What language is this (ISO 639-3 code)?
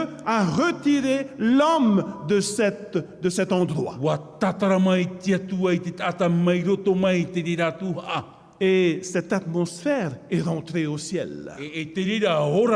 tah